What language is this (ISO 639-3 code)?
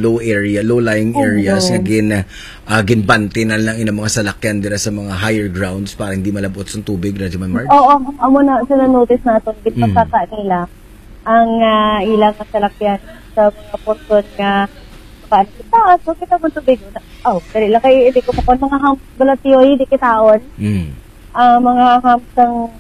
hil